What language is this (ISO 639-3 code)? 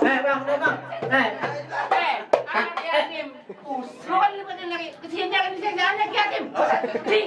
bew